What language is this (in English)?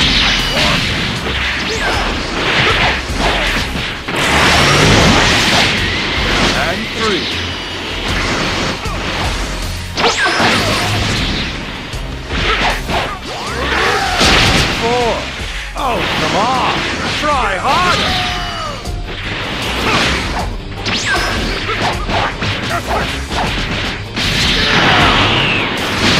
English